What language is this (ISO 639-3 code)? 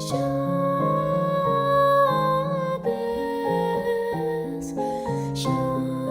yid